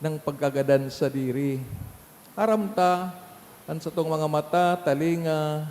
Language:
Bikol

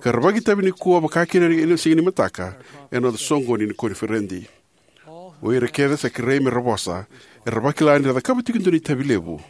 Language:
Fijian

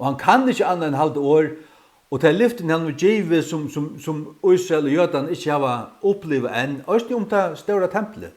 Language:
Faroese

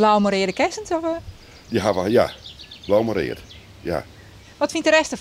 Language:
Western Frisian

